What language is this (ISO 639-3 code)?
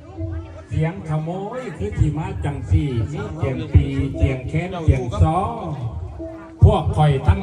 lao